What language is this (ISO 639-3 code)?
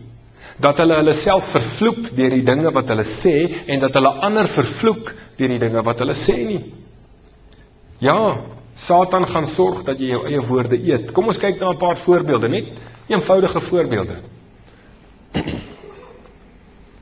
afr